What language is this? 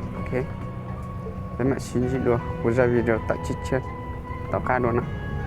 Hmong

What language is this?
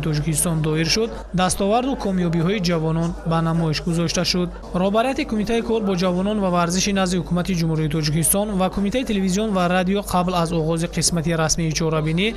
Tajik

